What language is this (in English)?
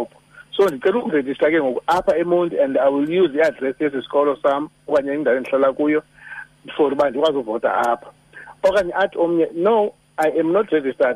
Xhosa